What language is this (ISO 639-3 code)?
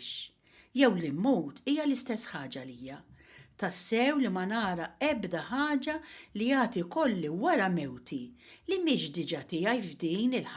mlt